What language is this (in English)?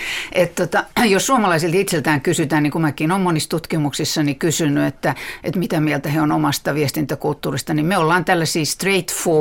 Finnish